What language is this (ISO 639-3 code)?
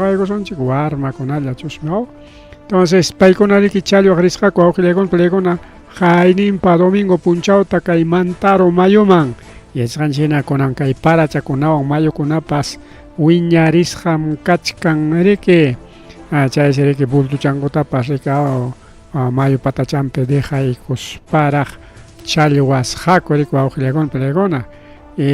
quy